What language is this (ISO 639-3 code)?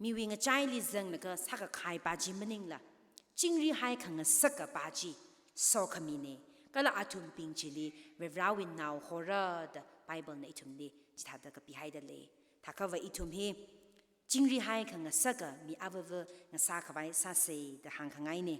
nmf